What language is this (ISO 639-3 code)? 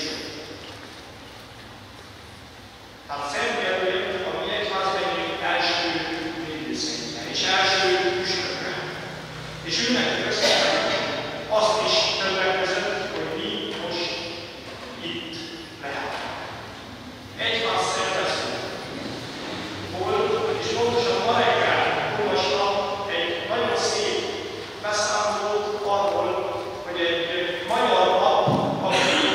hun